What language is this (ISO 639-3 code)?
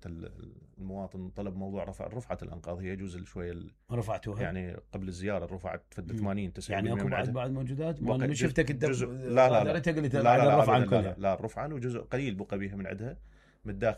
acm